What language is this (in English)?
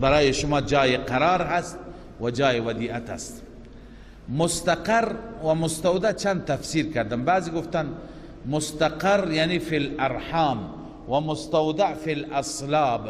Persian